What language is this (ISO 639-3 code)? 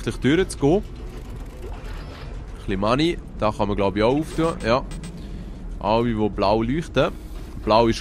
gsw